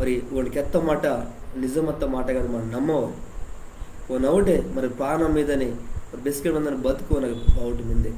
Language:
Koya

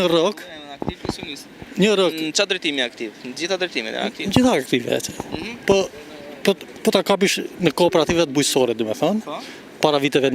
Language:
Albanian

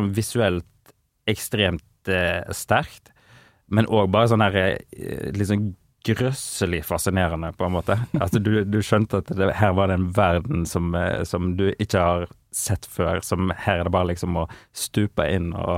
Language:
Norwegian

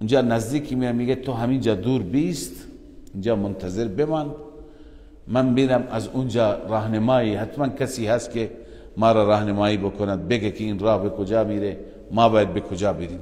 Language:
Persian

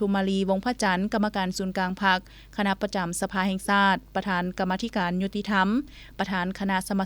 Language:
Lao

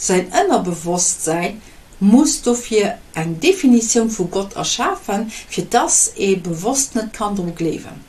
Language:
Luxembourgish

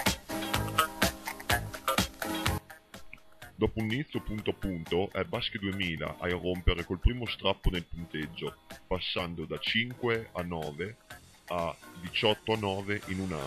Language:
Italian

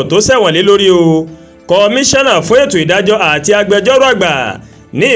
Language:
Yoruba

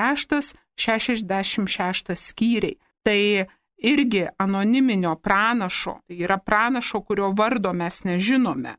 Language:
Lithuanian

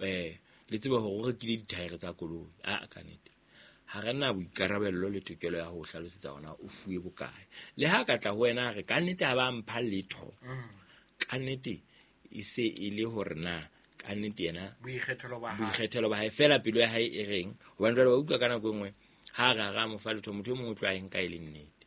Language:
Southern Sotho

